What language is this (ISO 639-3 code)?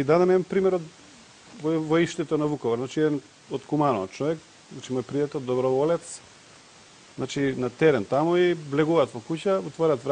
mkd